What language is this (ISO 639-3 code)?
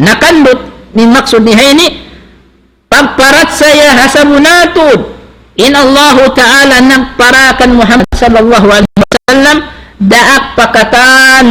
tsg